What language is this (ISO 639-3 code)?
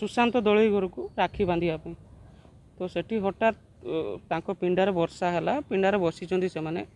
ori